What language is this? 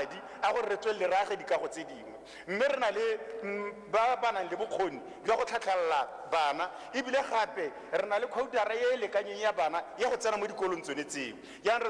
Tswana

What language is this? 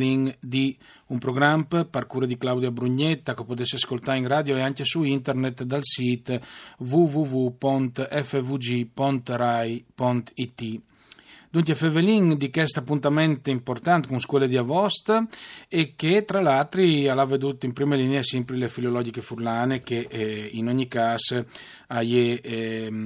Friulian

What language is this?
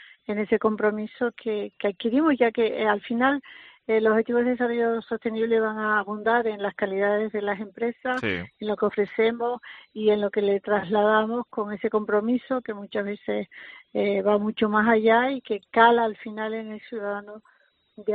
Spanish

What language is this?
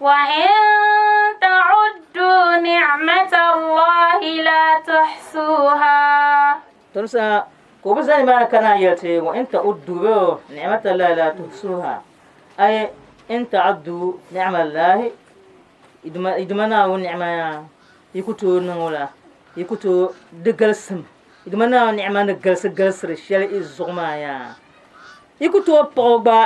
Dagbani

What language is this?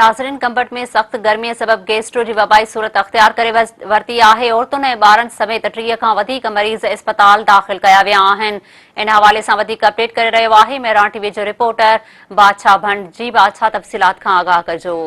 Sindhi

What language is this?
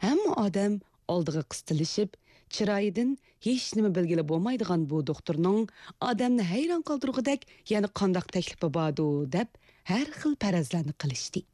Uyghur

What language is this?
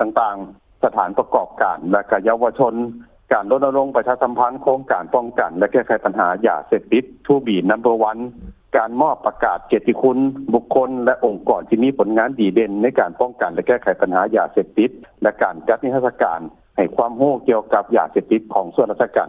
Lao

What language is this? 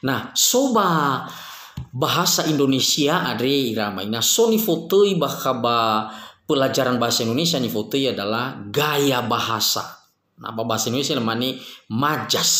Nias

